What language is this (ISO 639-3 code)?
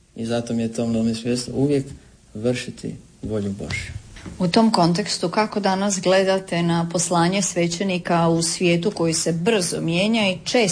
hrv